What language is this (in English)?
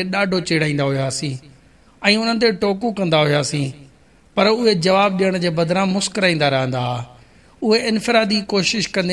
Sindhi